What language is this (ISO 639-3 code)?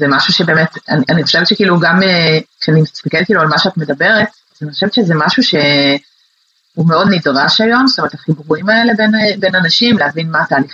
heb